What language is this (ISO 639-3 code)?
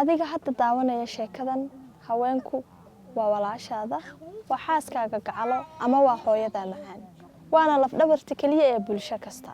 som